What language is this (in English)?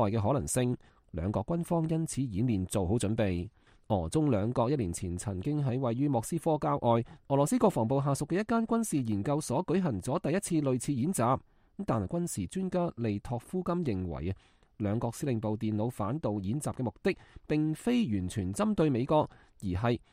Cantonese